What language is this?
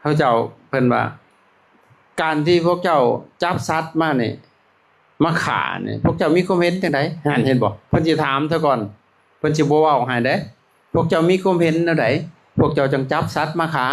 Lao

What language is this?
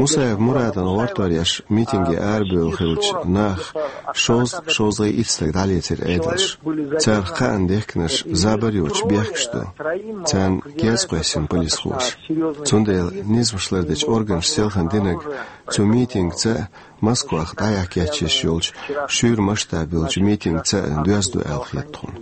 Chechen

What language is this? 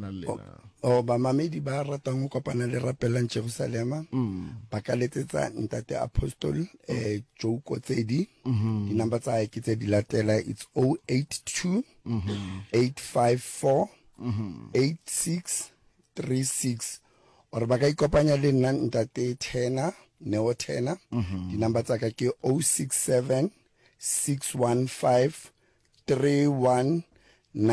Northern Sotho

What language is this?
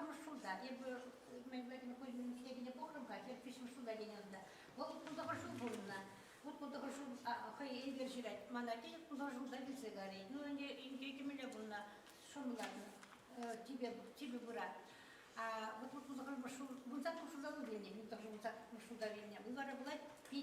Chuvash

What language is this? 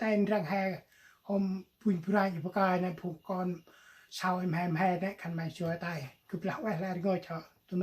Central Mnong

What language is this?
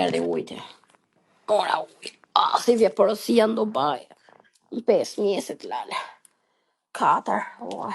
Albanian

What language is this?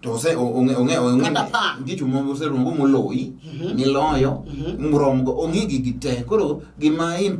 Luo (Kenya and Tanzania)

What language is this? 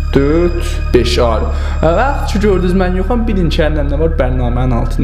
South Azerbaijani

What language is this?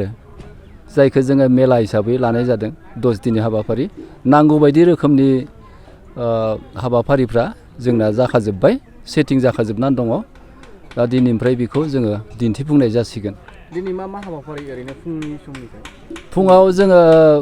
Bodo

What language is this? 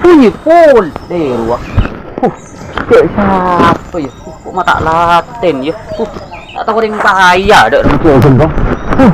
Madurese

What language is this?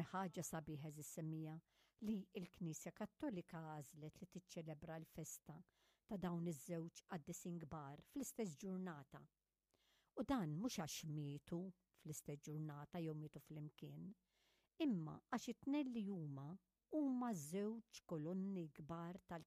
Maltese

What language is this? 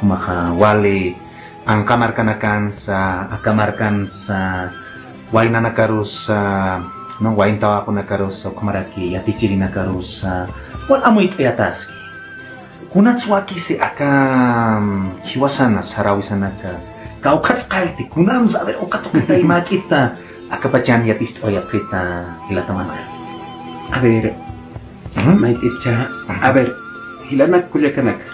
Aymara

